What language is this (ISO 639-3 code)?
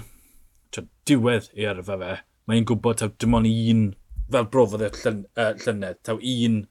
cym